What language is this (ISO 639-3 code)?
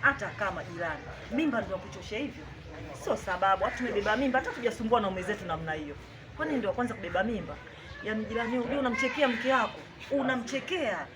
swa